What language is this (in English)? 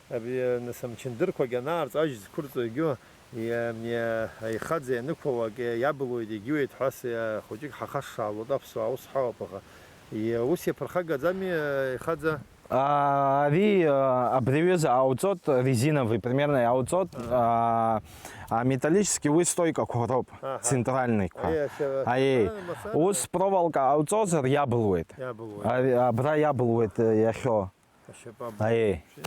Abkhazian